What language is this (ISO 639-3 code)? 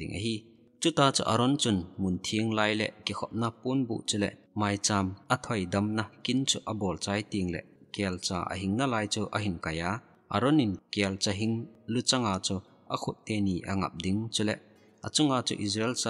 tcz